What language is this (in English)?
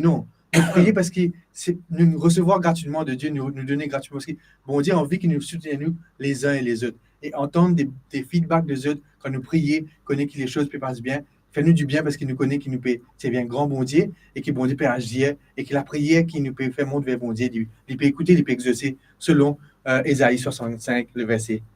Morisyen